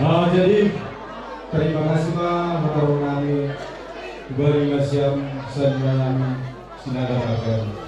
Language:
Batak Simalungun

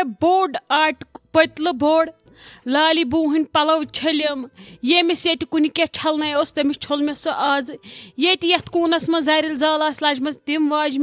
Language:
Kashmiri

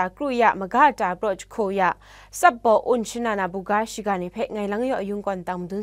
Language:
Kachin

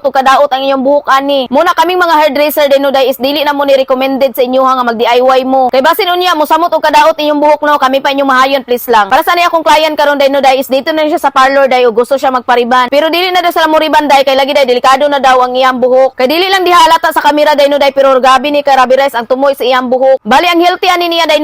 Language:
Cebuano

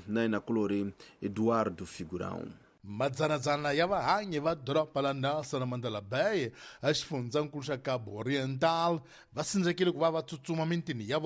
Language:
Tsonga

